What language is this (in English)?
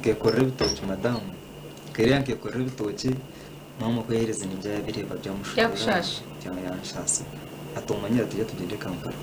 Nyankole